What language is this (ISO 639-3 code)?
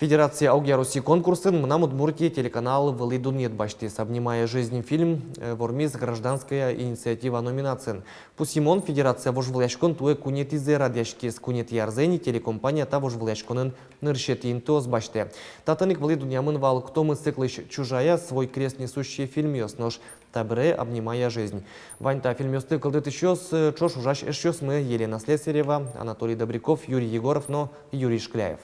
udm